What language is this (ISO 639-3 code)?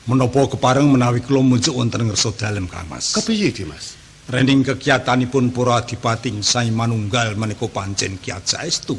jav